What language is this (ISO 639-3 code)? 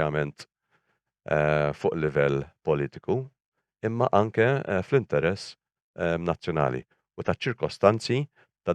mlt